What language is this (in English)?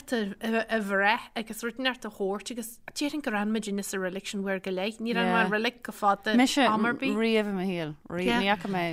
Irish